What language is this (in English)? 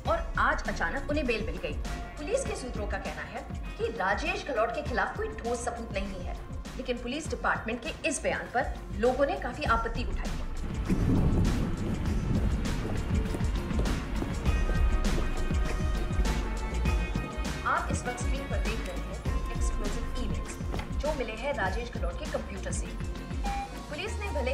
Hindi